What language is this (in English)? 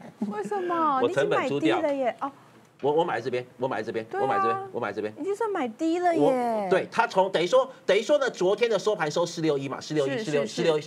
Chinese